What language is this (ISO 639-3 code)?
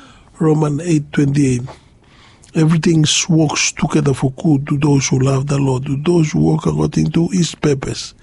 bis